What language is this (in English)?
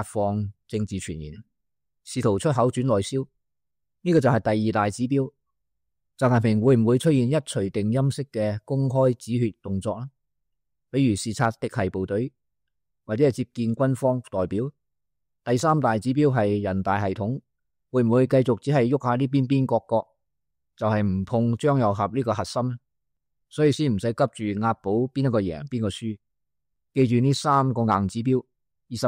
Cantonese